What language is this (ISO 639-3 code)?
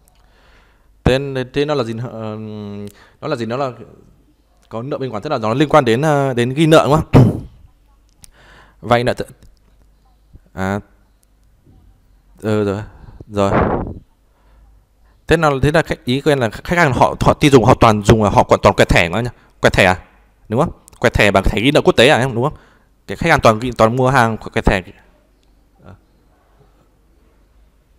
vie